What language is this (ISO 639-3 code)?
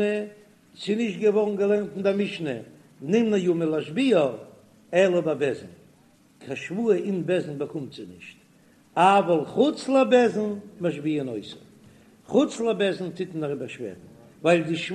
yid